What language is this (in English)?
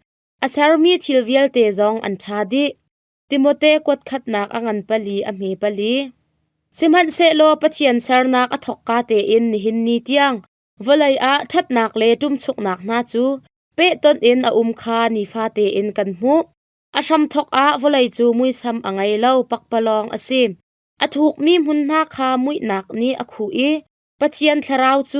Hakha Chin